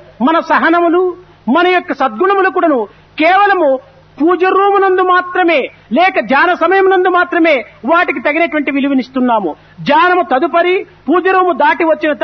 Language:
Telugu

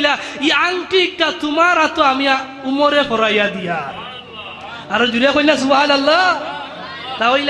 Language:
Sylheti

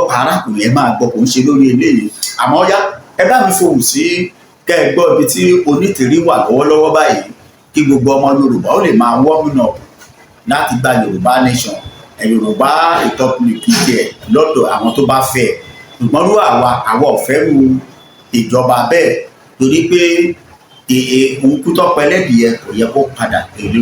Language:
Yoruba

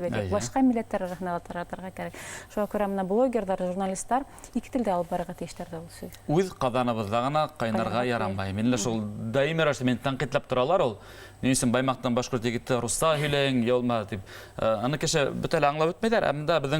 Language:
Bashkir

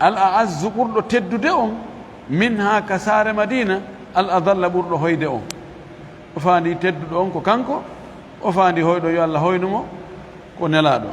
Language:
Fula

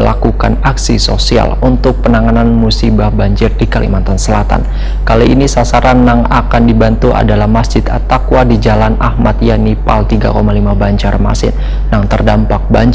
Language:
Banjar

